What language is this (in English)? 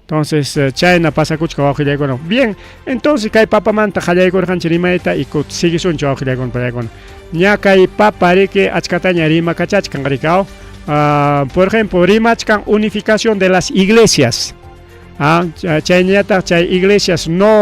Ayacucho Quechua